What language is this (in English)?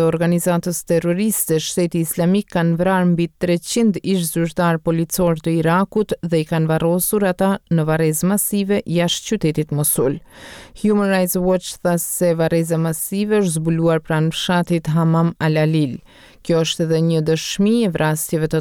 Albanian